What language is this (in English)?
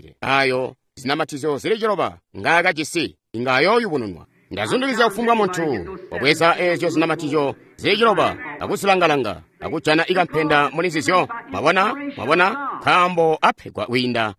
Tonga (Zambia)